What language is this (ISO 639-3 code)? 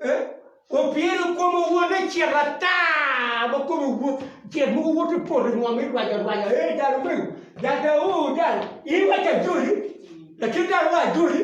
ach